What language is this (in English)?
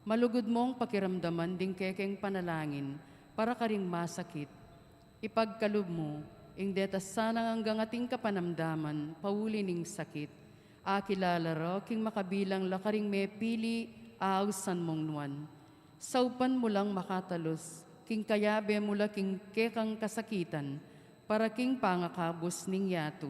Pampanga